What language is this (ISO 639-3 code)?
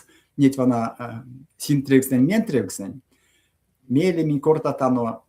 myv